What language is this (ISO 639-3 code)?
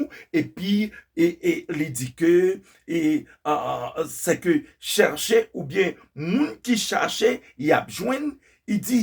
hat